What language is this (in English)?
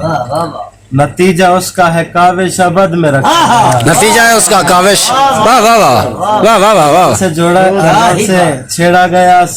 Saraiki